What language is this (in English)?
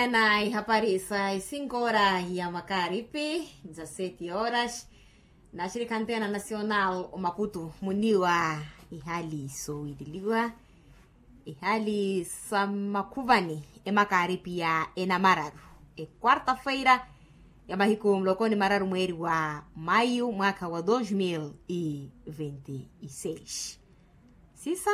Makhuwa